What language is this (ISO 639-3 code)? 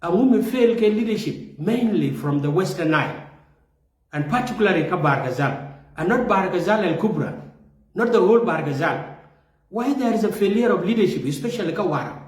nus